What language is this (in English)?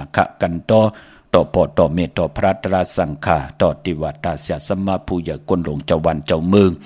Shan